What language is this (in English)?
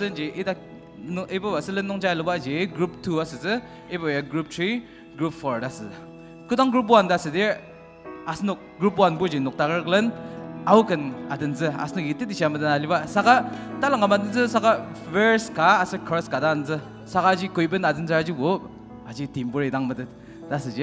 Ao Naga